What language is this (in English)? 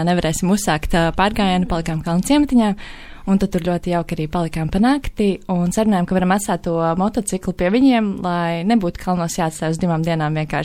Latvian